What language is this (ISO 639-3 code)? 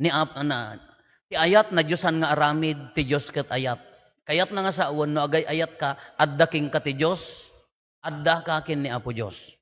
ilo